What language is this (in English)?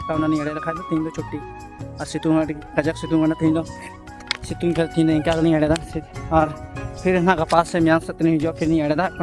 Santali